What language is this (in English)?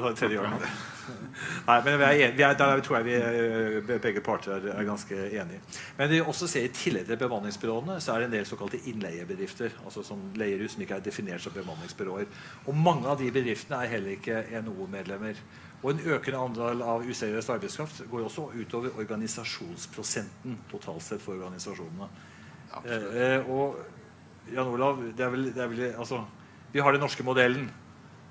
Norwegian